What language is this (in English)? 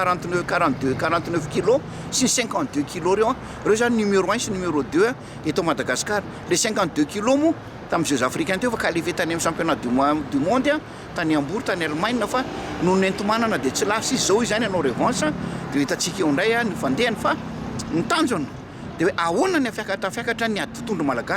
Malagasy